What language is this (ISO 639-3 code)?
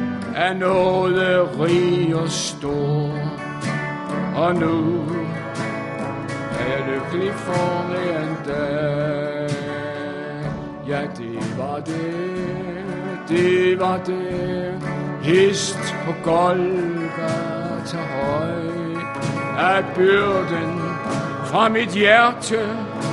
dan